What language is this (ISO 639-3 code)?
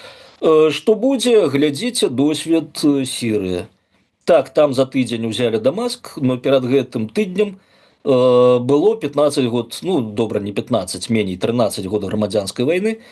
bel